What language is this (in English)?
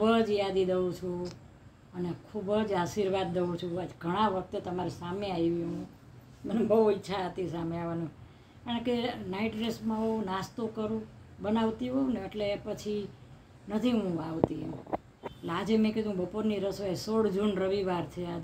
Gujarati